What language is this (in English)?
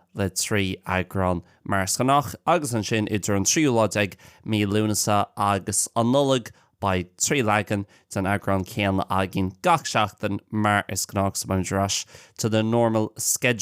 Irish